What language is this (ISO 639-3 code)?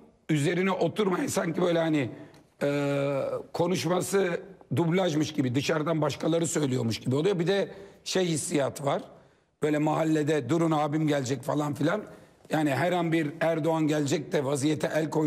tur